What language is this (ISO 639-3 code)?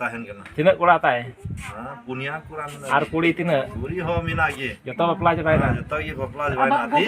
sat